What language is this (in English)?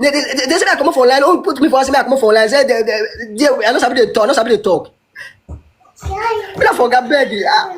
Nigerian Pidgin